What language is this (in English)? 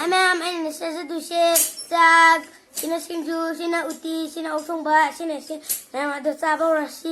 Manipuri